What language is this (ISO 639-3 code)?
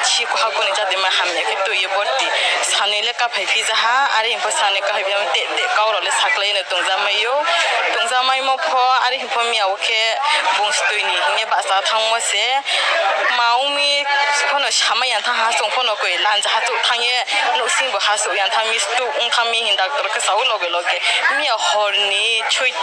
ria